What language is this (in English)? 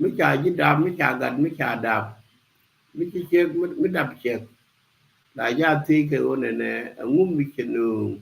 Nuer